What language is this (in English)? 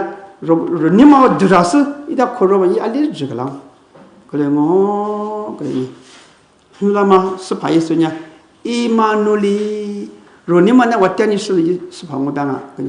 Lisu